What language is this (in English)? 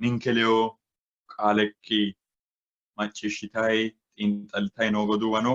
Sidamo